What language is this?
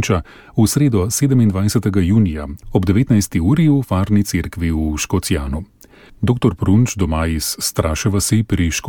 Slovenian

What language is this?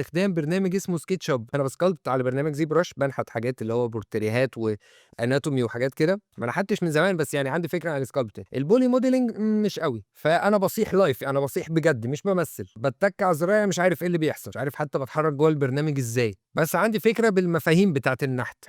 Egyptian Arabic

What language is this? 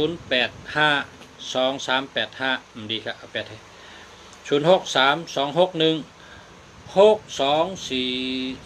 Shan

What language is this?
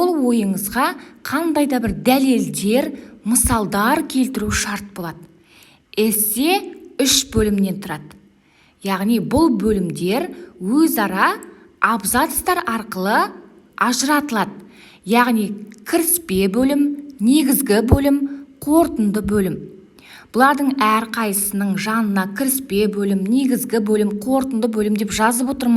Kazakh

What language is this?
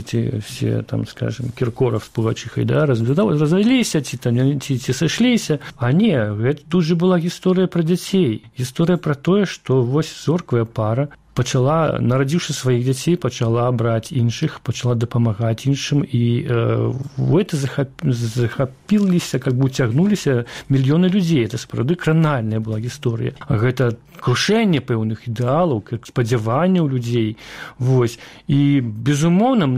Belarusian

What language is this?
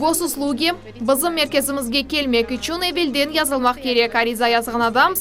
Crimean Tatar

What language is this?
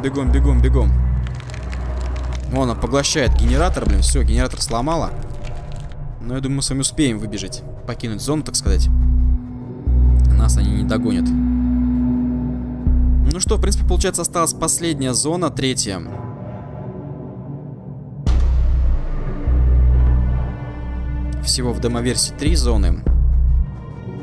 Russian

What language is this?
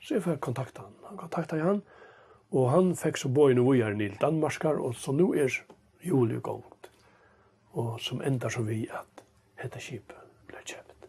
Faroese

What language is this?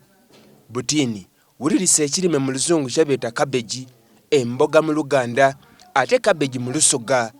Soga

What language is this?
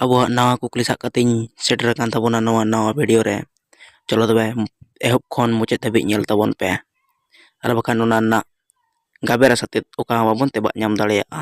Santali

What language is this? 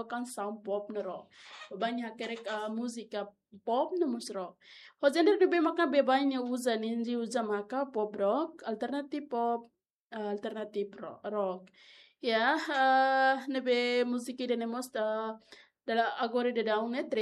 Tetum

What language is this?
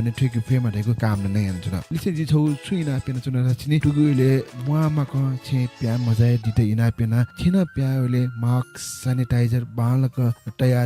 Newari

